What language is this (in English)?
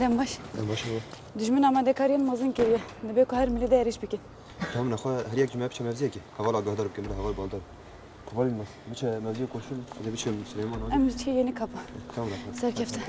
Kurdish